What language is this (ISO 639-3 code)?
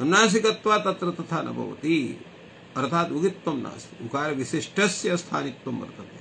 san